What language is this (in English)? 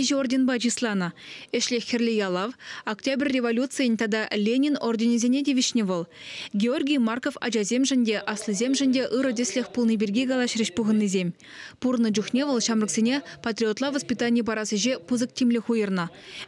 Chuvash